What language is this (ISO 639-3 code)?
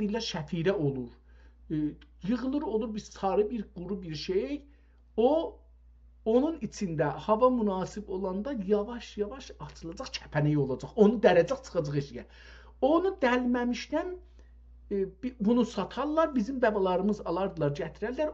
azb